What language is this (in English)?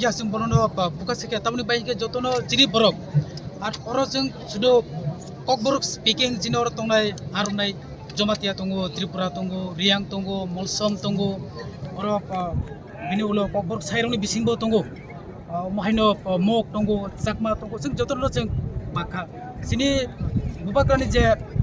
Kok Borok